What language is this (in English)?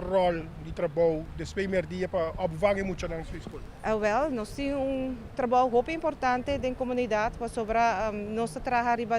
Papiamento